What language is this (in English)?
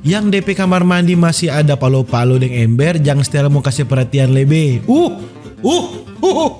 Manado Malay